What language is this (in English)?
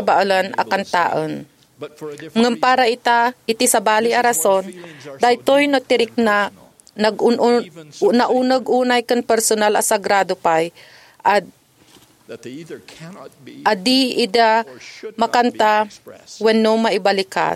Iloko